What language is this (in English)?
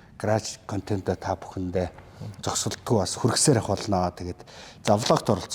Mongolian